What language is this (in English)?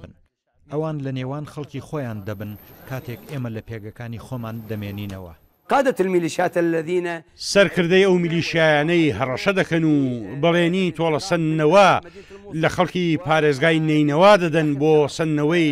Central Kurdish